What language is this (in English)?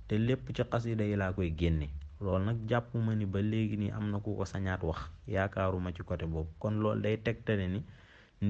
Wolof